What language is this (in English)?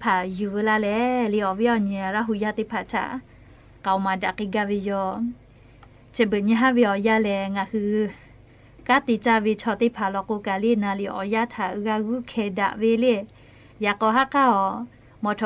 Lahu